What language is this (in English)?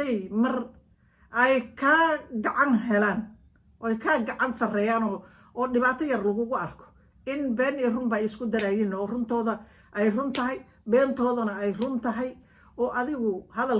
Somali